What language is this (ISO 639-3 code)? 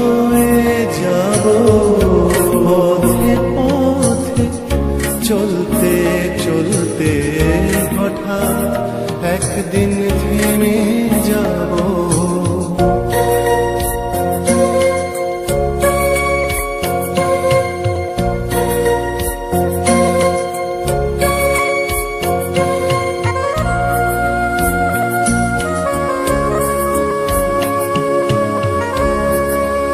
ben